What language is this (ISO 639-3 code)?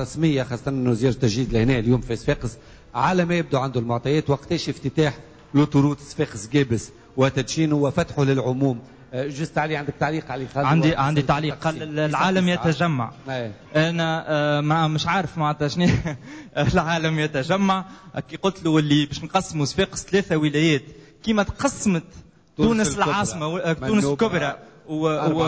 aeb